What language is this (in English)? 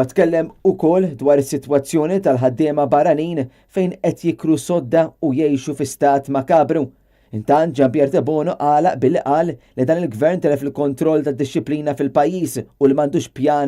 Maltese